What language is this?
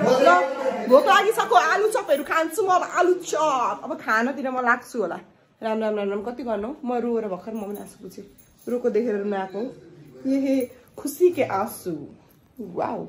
Nepali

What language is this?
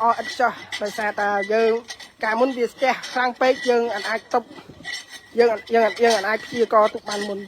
Khmer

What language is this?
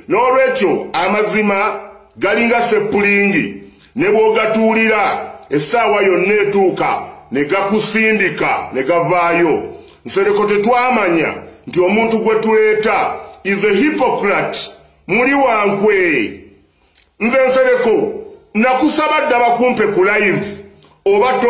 Ganda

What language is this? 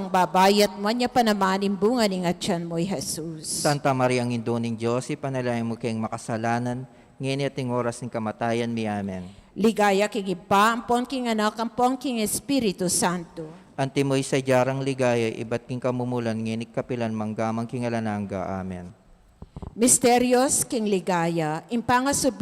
Pampanga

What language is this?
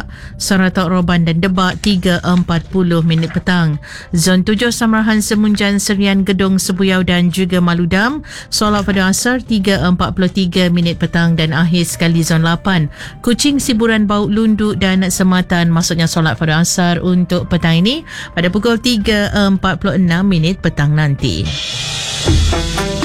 Malay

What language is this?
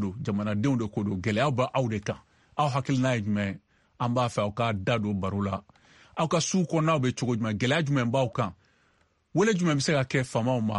Bambara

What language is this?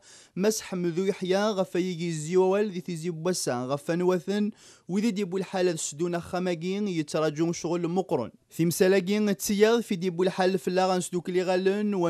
Kabyle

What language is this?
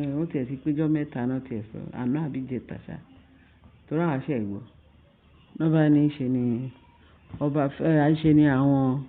Yoruba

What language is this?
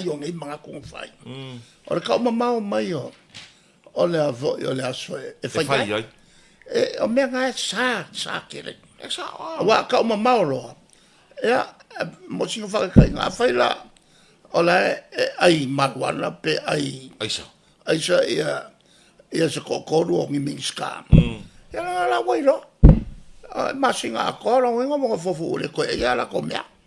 Samoan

